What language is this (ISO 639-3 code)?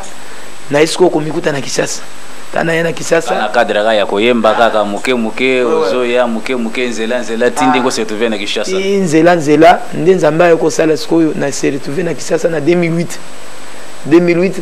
lin